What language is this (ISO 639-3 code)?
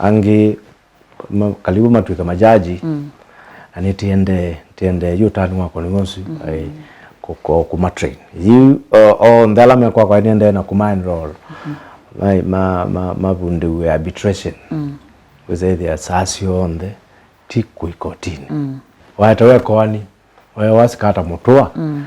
kam